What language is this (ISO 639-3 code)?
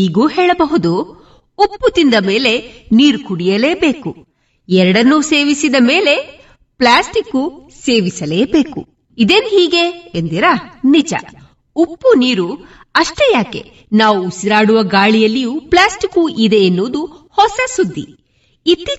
kan